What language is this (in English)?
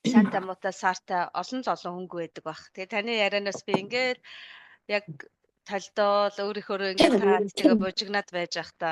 Mongolian